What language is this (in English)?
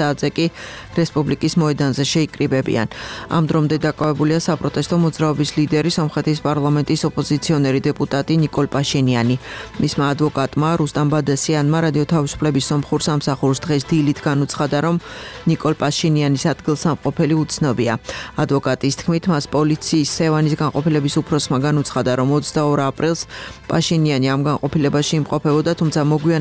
Georgian